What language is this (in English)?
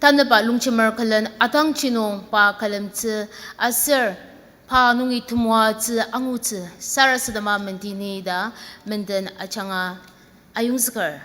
Ao Naga